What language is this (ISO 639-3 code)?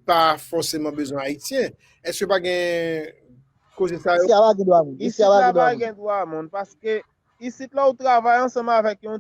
hat